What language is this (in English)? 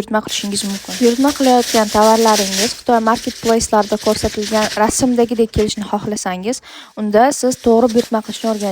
Uzbek